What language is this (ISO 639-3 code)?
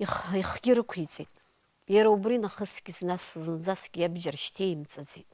abk